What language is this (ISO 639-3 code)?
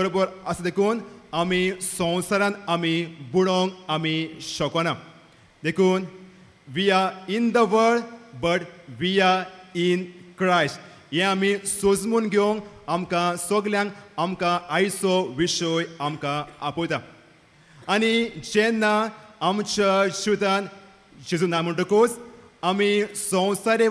kok